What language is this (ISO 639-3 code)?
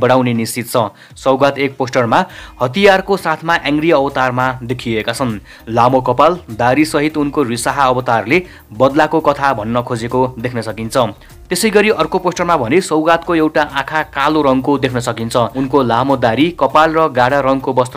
nep